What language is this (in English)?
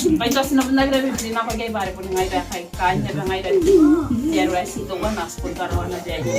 Gilbertese